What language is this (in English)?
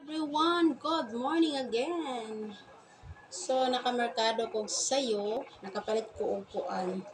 Cebuano